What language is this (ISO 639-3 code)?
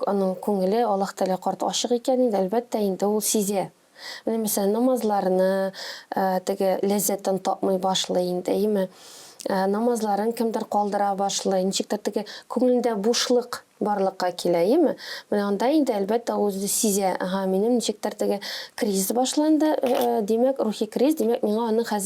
tat